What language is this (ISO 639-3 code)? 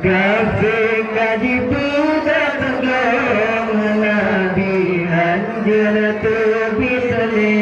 ace